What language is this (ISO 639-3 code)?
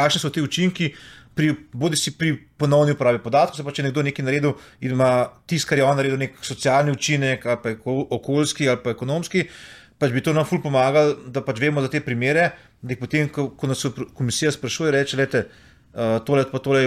slv